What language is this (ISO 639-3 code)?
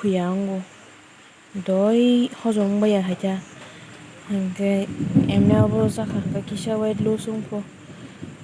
trp